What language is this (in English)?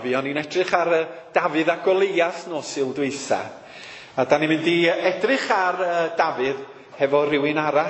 Welsh